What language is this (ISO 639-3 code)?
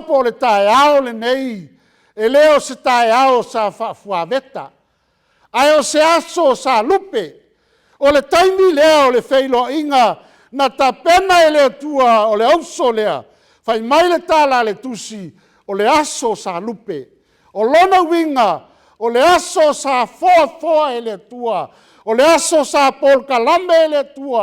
smo